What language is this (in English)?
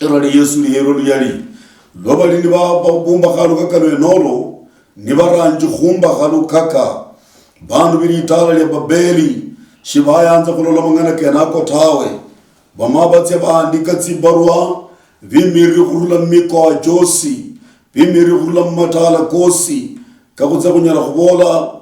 Luyia